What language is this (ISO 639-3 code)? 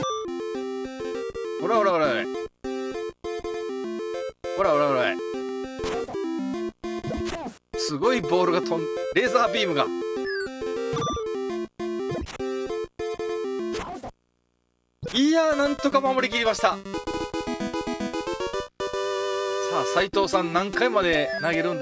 jpn